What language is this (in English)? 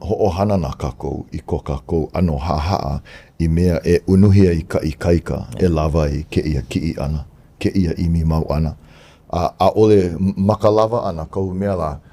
Hawaiian